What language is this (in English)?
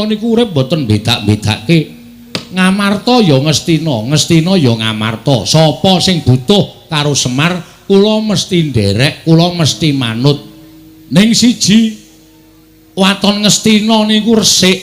Javanese